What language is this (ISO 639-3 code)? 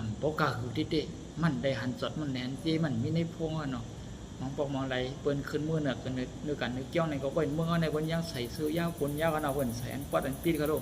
shn